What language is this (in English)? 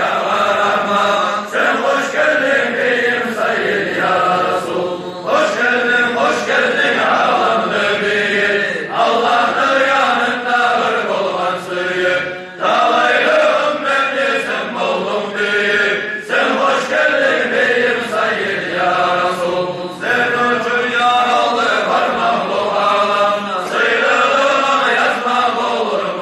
Kumyk